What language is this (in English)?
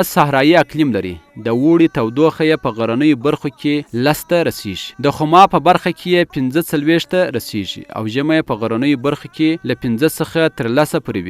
Pashto